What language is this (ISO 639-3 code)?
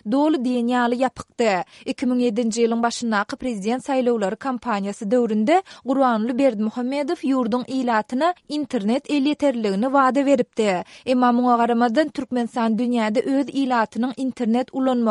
tuk